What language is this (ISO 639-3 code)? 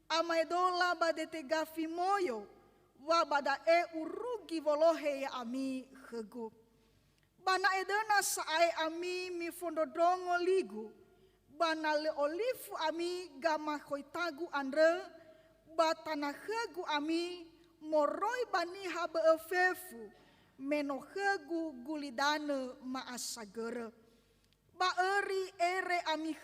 nia